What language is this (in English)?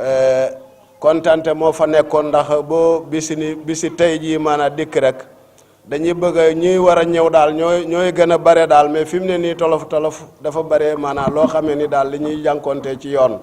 Wolof